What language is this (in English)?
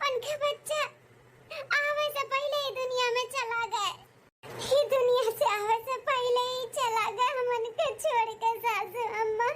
Awadhi